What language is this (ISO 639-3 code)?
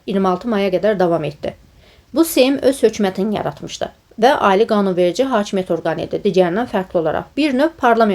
aze